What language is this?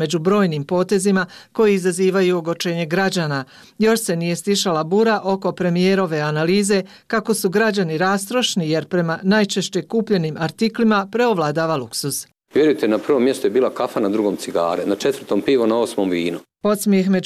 Bosnian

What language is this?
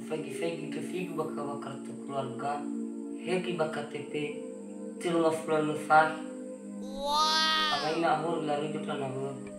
Nias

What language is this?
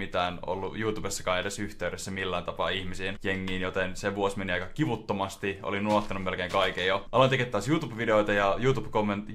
Finnish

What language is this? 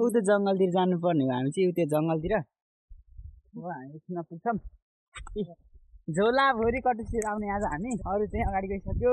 Nepali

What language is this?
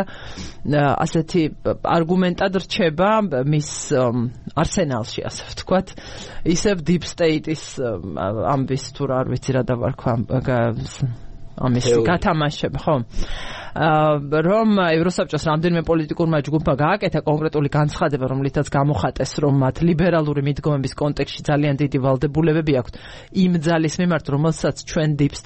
Georgian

